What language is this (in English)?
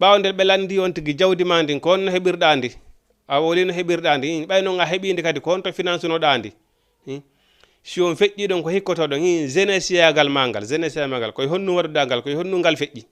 Fula